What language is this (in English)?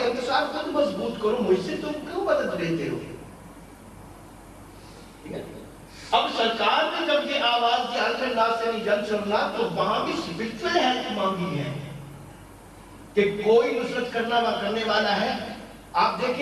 Urdu